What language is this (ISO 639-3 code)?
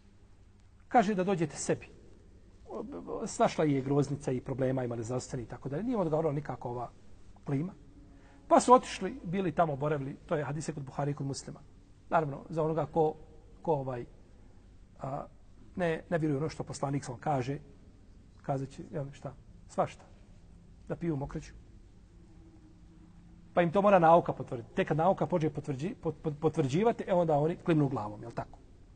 bos